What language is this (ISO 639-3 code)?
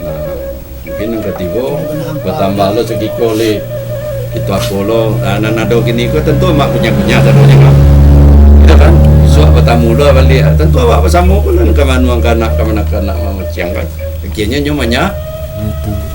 min